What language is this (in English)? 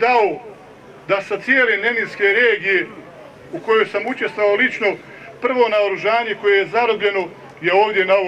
Bosnian